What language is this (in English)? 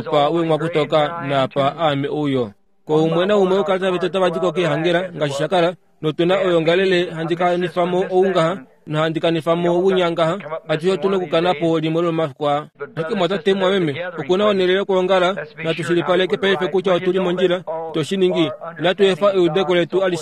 Kuanyama